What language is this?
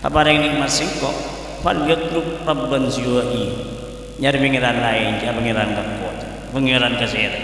Madurese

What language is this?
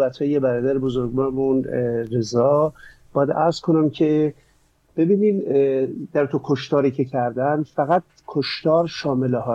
Persian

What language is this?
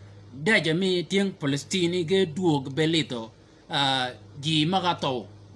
Shilluk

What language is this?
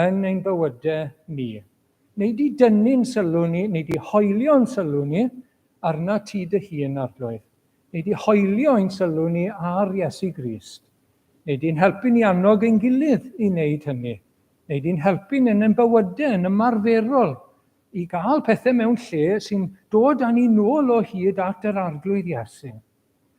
Welsh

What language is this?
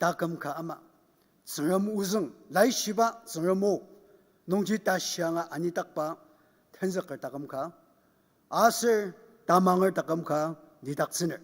Ao Naga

